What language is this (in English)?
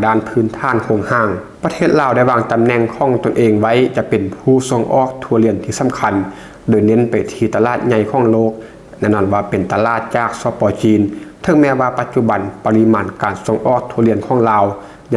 Lao